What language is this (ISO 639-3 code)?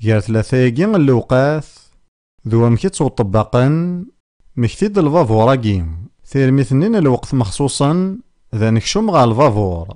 kab